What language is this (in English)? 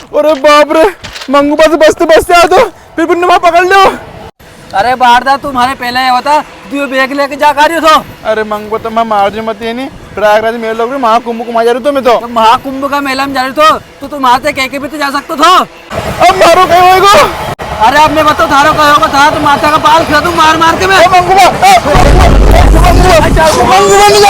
Rajasthani